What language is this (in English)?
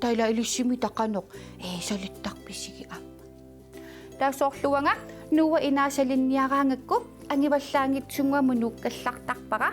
Kalaallisut